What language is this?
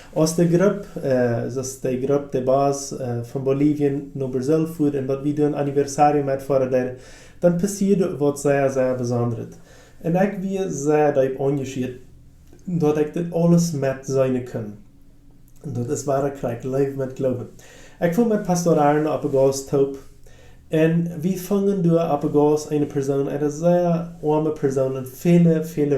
Plautdietsch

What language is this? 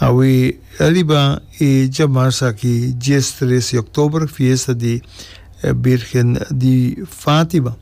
Papiamento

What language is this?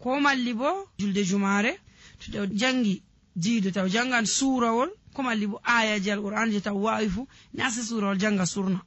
Nigerian Fulfulde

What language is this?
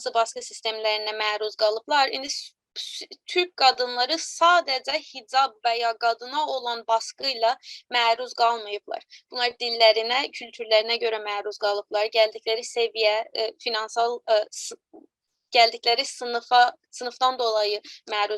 South Azerbaijani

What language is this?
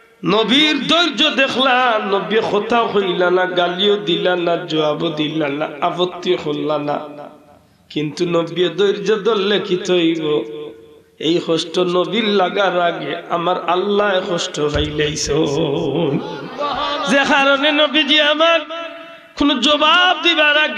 Sylheti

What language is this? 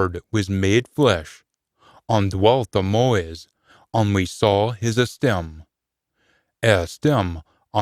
Scots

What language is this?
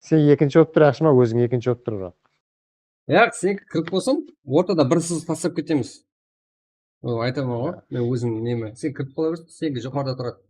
Kara-Kalpak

